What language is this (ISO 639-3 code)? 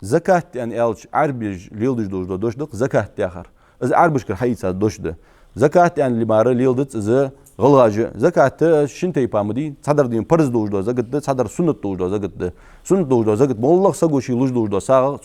inh